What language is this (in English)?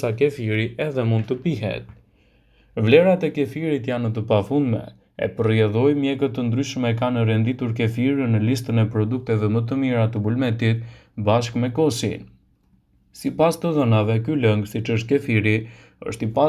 Albanian